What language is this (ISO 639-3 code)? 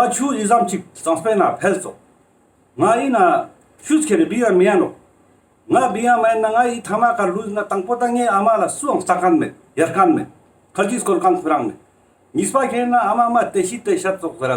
lbj